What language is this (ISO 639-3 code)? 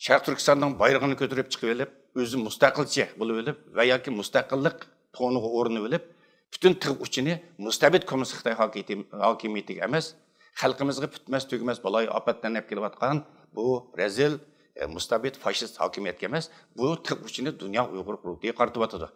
uig